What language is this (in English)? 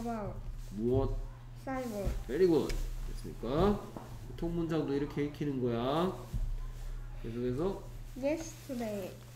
Korean